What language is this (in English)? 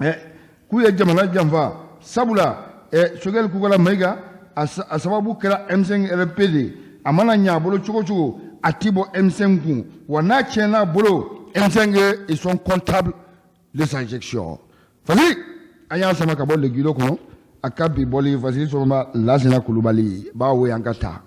Bambara